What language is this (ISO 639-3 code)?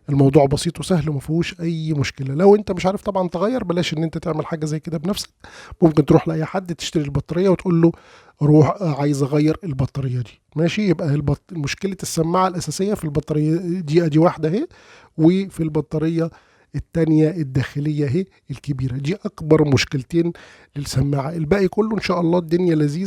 arz